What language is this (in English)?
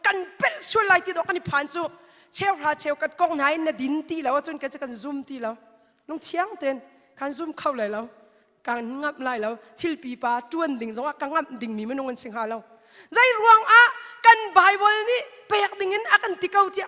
Hakha Chin